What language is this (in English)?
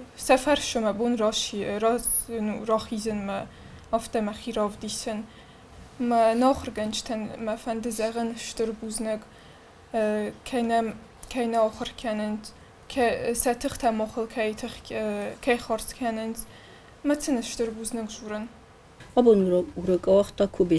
Ossetic